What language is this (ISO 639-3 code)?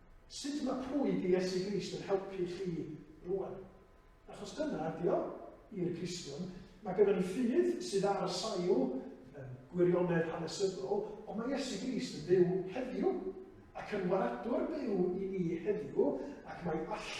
cym